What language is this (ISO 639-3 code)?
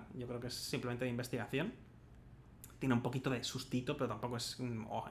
spa